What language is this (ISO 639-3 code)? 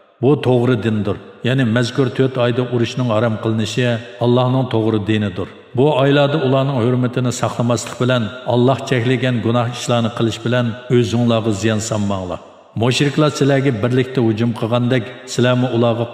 uig